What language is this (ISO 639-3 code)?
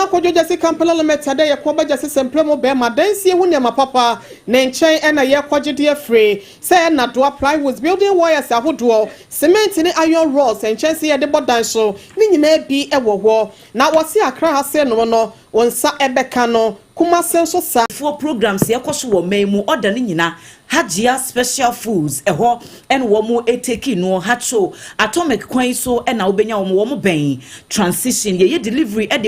aka